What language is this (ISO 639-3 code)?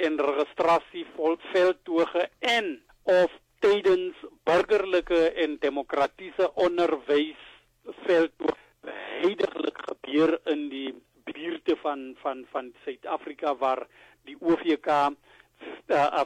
afr